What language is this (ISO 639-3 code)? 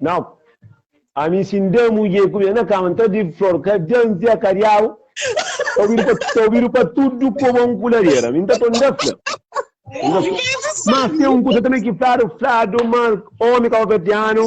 kea